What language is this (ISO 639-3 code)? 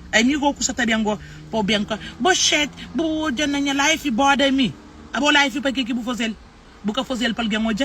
kea